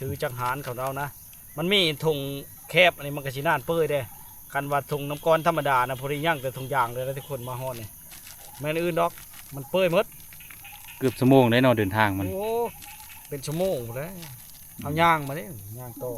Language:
Lao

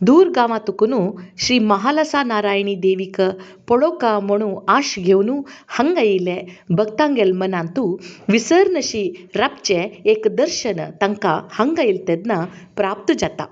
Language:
Konkani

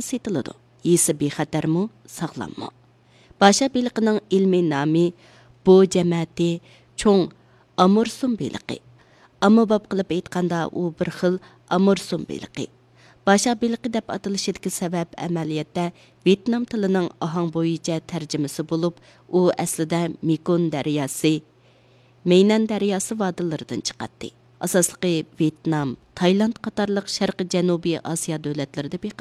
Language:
Uyghur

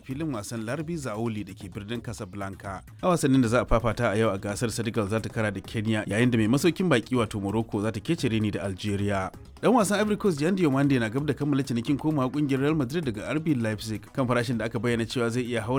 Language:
Hausa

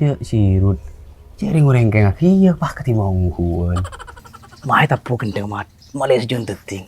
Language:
Madurese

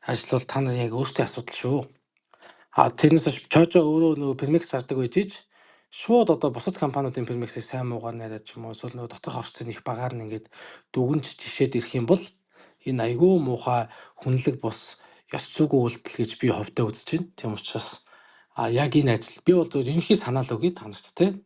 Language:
Mongolian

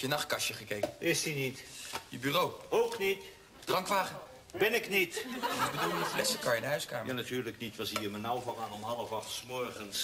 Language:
Dutch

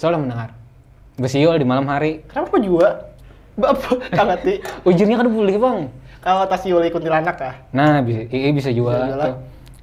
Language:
Banjar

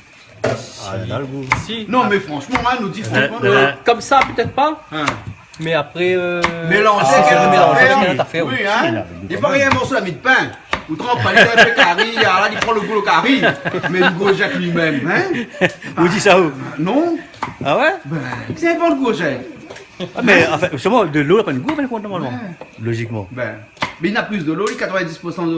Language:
Réunion Creole French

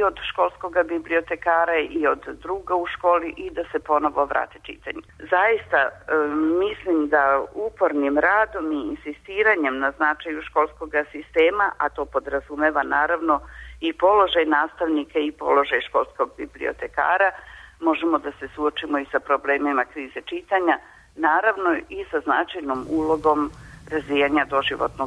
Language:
Serbian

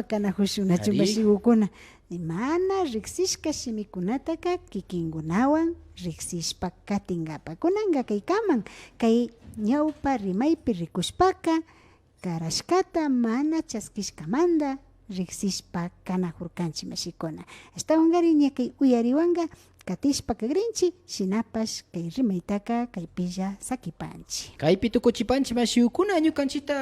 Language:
Imbabura Highland Quichua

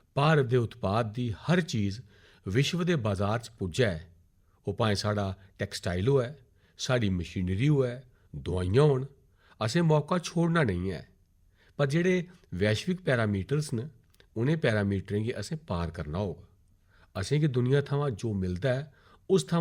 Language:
Dogri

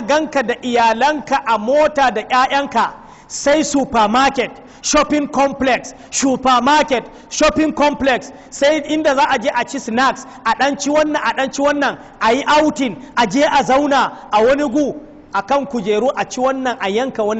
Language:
Hausa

